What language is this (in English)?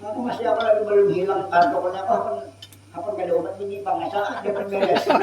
Banjar